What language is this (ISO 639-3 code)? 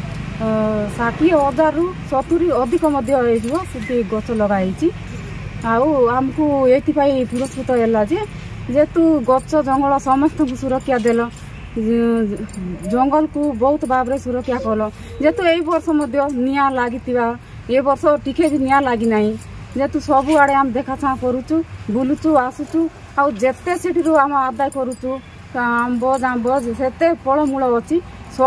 ori